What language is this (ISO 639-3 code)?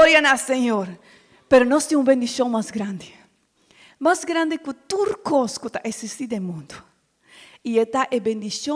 pap